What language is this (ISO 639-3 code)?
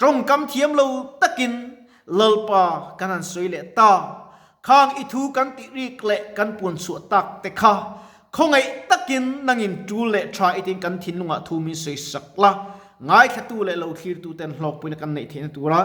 lus